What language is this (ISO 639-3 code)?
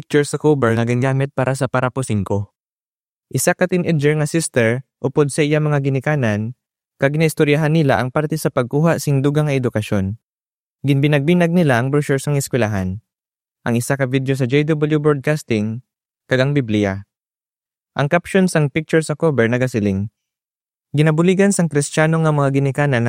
hil